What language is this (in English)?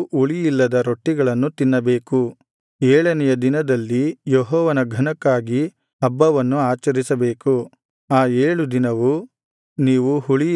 Kannada